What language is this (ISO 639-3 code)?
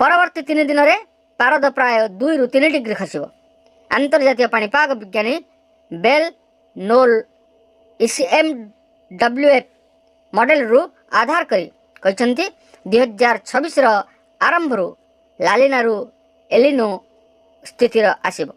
ori